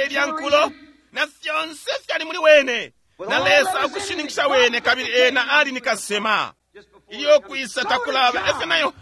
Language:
Bemba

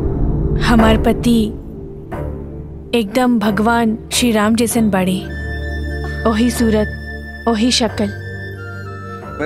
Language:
Bhojpuri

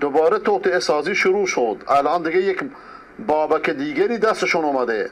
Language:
Persian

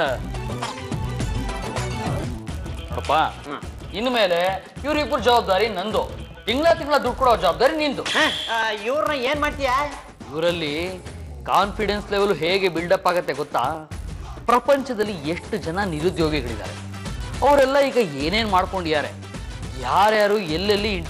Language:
Kannada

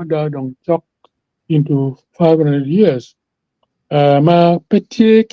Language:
Acoli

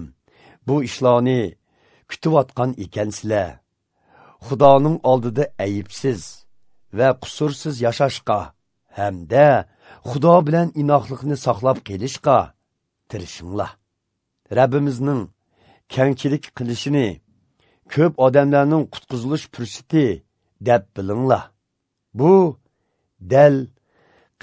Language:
Uyghur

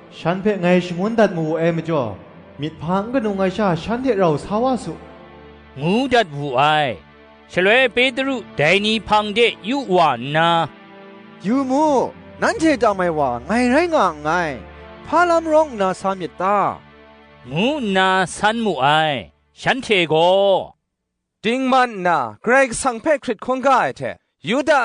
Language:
Kachin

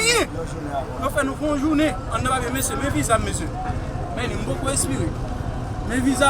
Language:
Haitian Creole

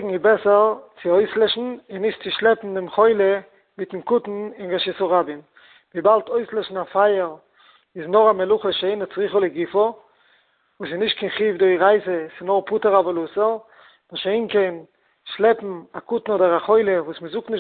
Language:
Yiddish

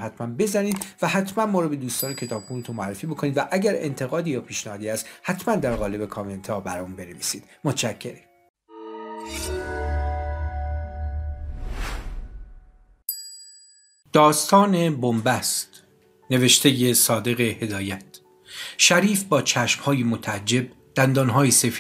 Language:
Persian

